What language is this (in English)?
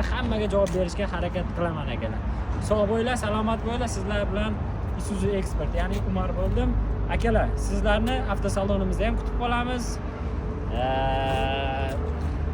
Uzbek